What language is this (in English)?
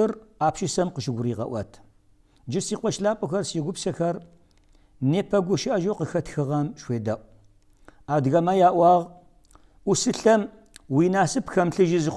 Kabardian